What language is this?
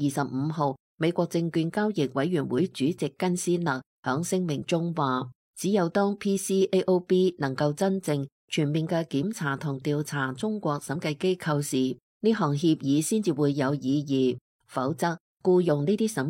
Cantonese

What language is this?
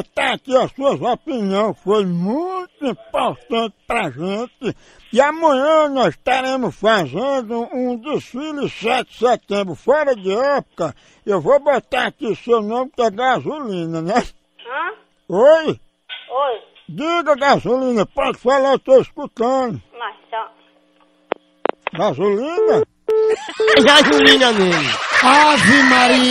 Portuguese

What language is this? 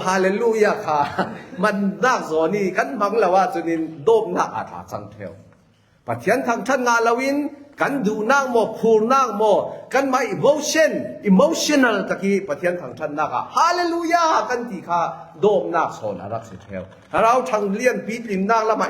Falam Chin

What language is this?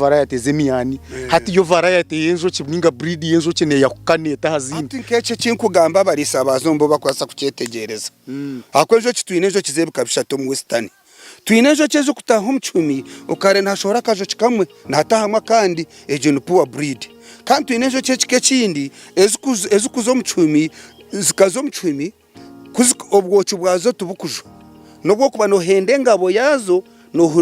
Nyankole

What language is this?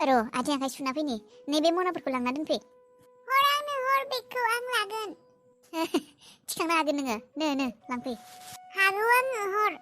Bodo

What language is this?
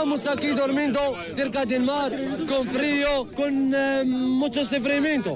Basque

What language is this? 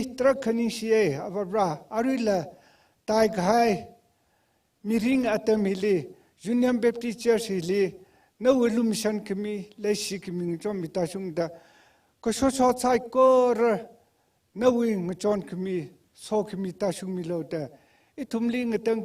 Tangkhul Naga (India)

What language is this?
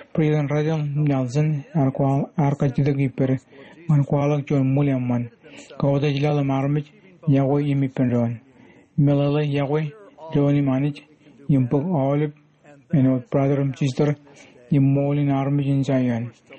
Marshallese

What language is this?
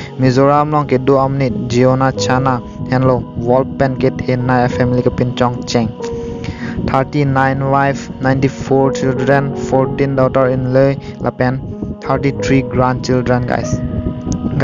Karbi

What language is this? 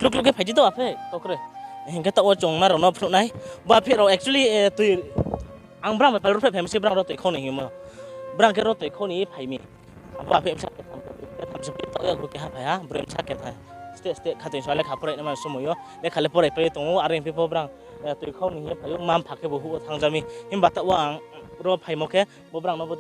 Riang (India)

